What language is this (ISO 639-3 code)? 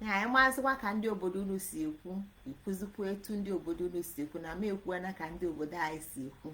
ibo